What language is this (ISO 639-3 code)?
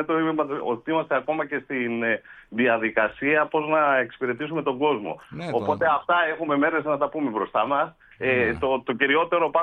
ell